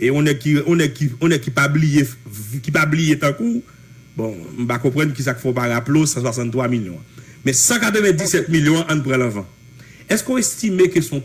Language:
Haitian Creole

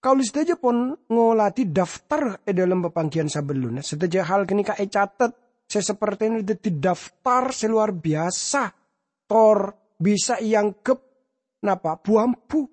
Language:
Madurese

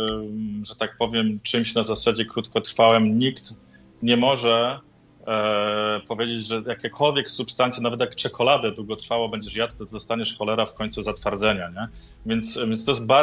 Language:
Polish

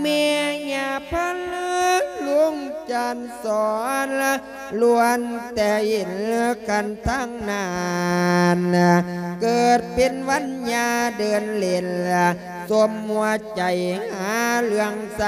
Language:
Lao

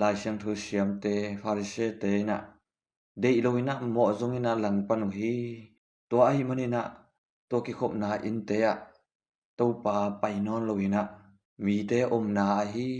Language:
Tedim Chin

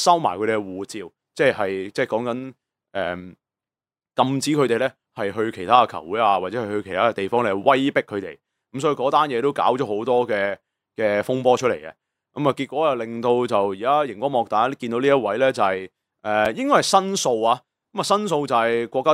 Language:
Cantonese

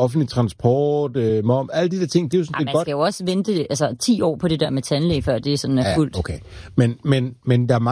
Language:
Danish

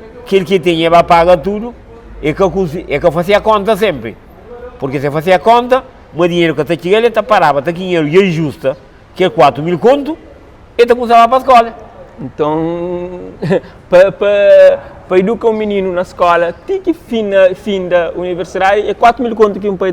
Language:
Kabuverdianu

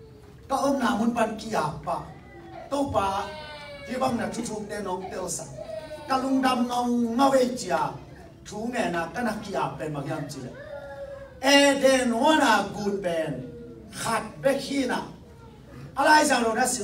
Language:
Tedim Chin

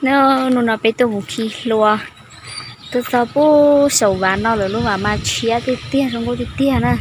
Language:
Hmong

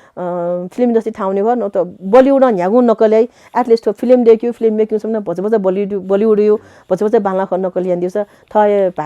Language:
Newari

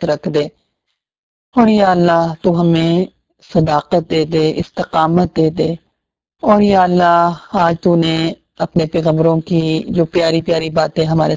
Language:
Urdu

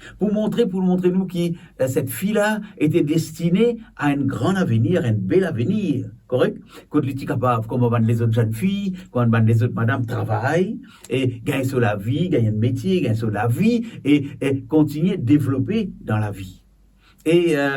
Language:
Morisyen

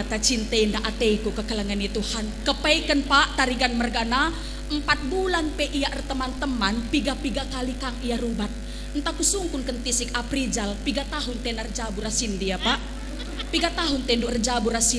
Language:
Batak Karo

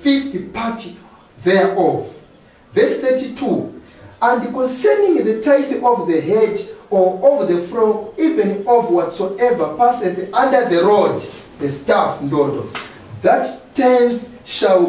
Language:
Nyanja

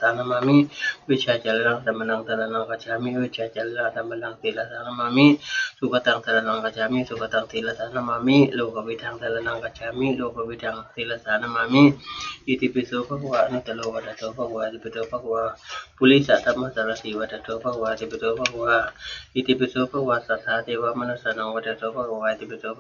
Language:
Pali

